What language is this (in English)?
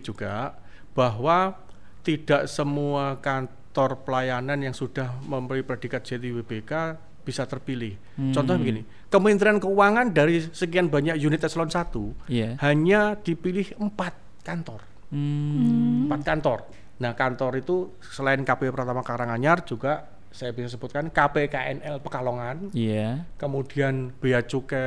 Indonesian